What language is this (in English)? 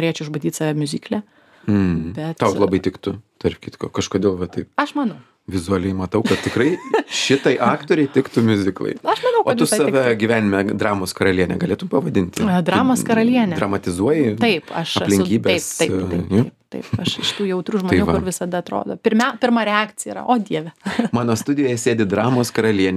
Lithuanian